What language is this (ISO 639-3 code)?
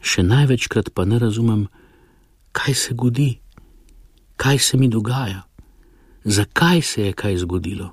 slv